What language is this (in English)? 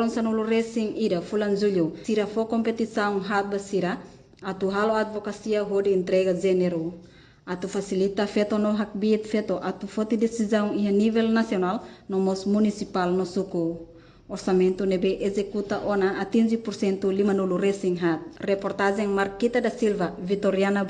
Tetum